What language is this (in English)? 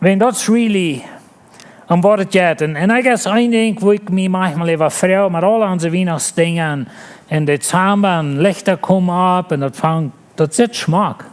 Plautdietsch